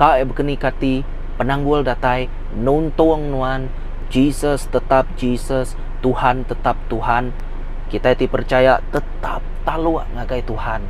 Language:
Iban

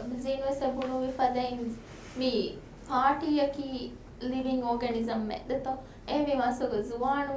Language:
Divehi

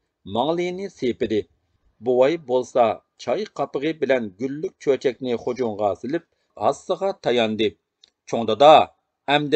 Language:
Uyghur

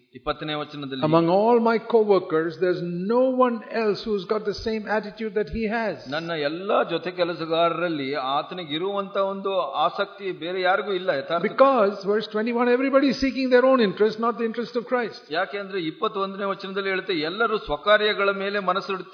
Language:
Kannada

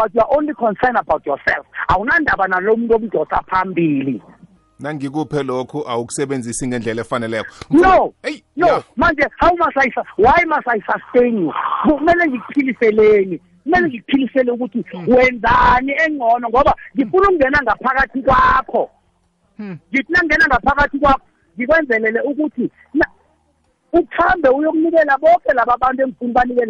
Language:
South Ndebele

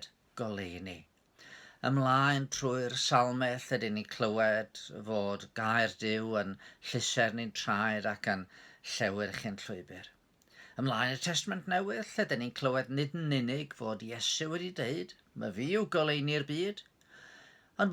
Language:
Welsh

